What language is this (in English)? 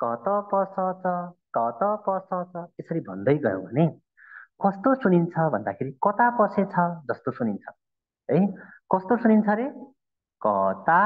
Nepali